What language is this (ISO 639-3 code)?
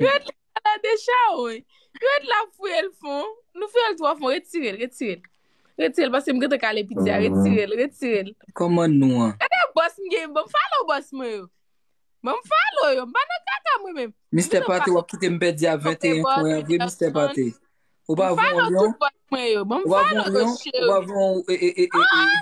hat